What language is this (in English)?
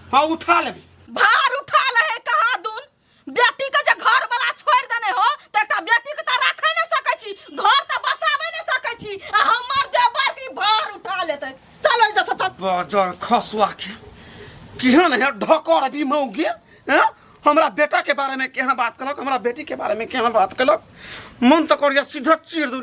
Maithili